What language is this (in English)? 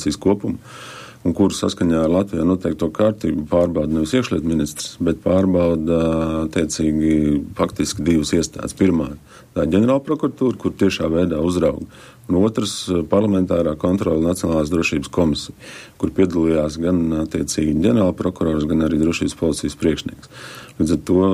Latvian